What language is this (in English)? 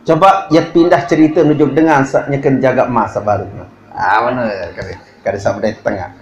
Sasak